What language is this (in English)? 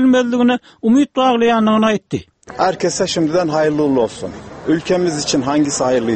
Turkmen